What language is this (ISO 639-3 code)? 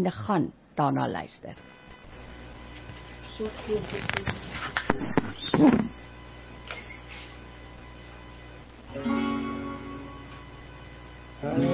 afr